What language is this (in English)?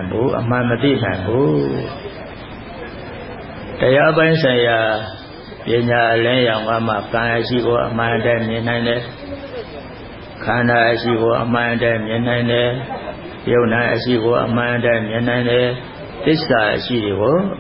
Burmese